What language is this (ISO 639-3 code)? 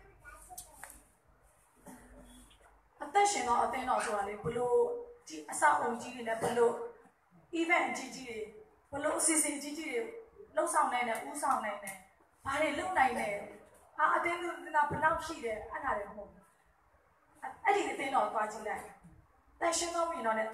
mya